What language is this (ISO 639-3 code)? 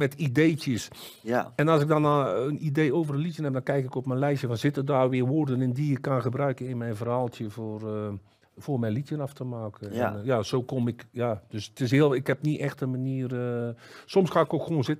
nld